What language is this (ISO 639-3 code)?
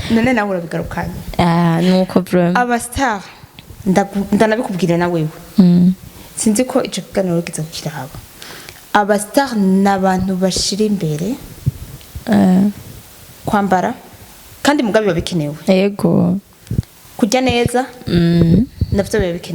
run